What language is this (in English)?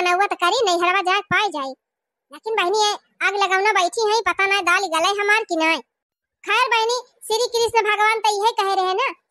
Awadhi